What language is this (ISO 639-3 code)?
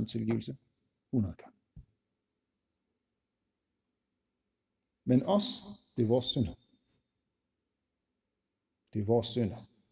dan